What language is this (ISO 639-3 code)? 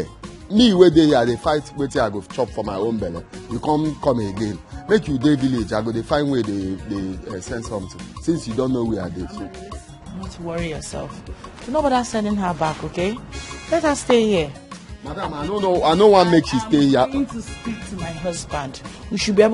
pcm